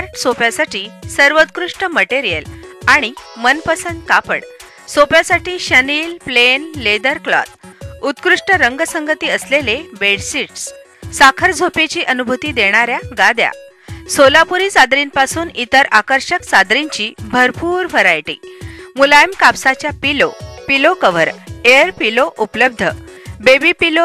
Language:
Marathi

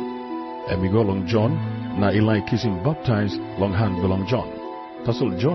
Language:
Tok Pisin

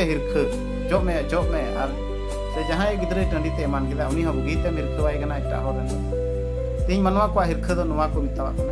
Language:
Santali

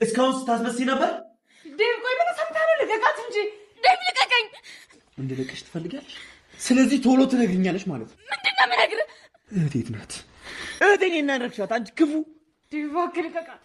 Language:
Amharic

